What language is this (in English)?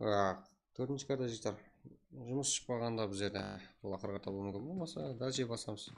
Kara-Kalpak